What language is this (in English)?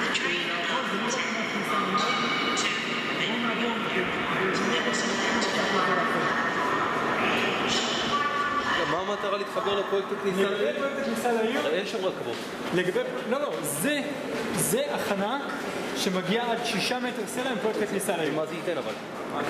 Hebrew